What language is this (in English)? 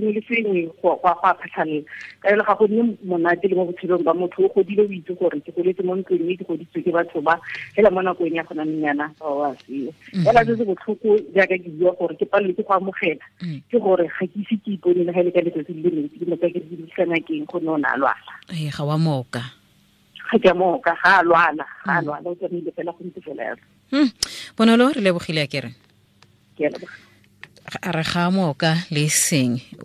Tswana